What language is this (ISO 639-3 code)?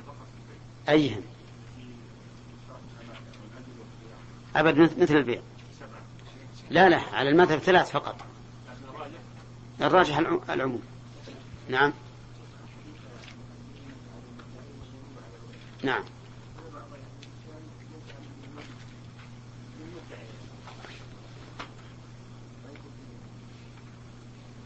ara